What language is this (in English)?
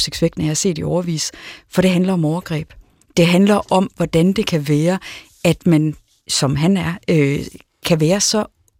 Danish